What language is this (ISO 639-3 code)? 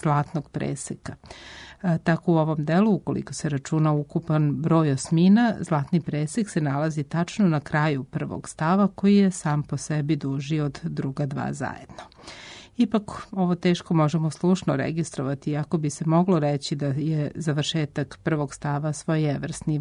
srp